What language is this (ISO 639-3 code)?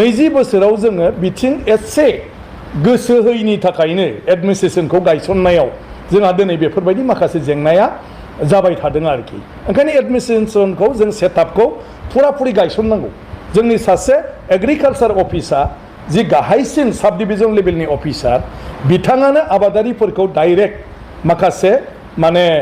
brx